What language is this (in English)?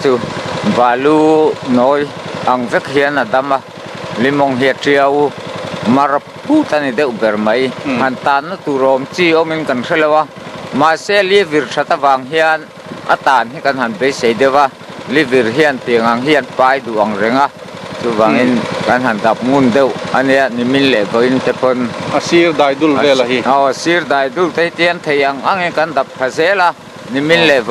Mizo